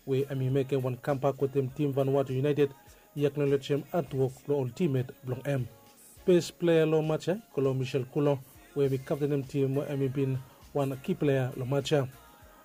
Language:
Bislama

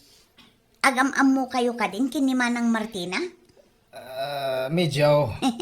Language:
Iloko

